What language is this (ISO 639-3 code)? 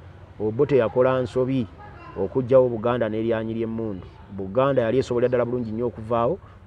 lug